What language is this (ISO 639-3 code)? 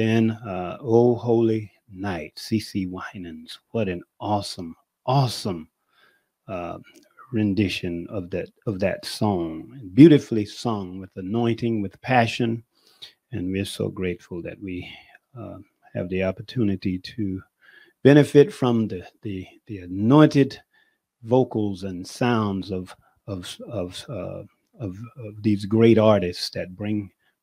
eng